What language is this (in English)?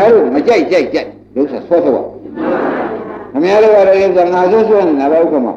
Burmese